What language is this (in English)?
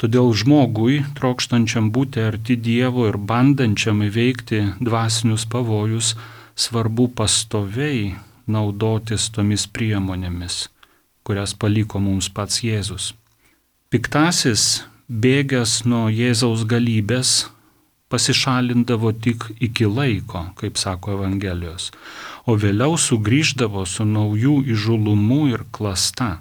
Lithuanian